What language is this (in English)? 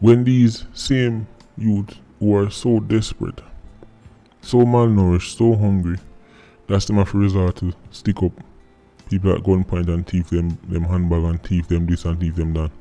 Jamaican Creole English